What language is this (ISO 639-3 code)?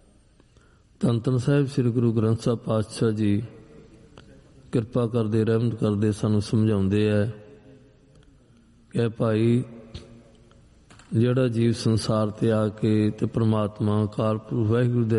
pan